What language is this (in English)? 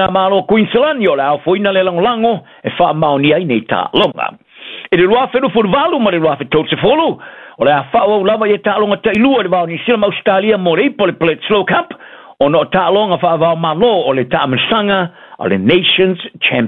Samoan